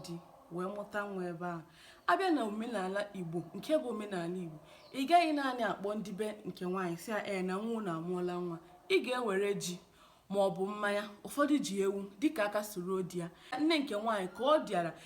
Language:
Igbo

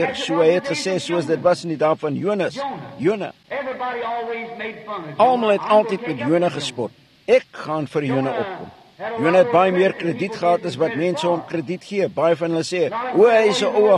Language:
Afrikaans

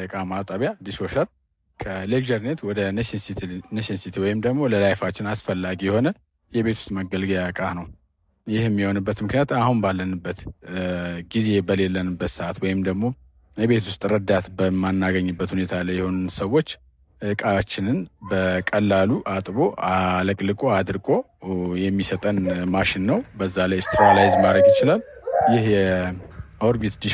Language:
Amharic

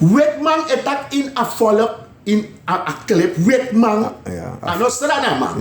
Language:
Sranan Tongo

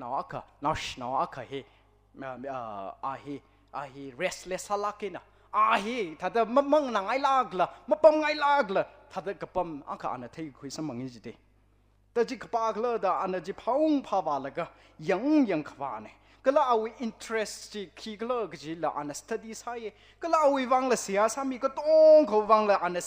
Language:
Tangkhul Naga (India)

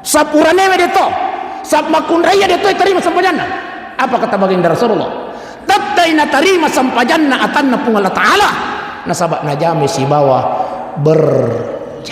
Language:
Buginese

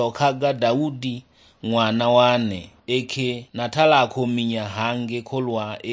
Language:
Sukuma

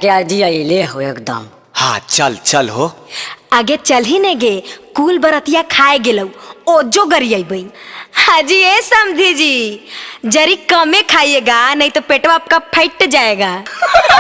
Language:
Magahi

